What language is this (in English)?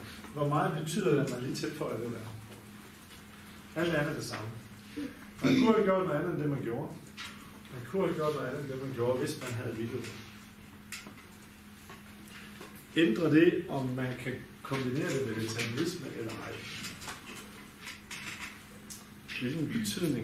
Danish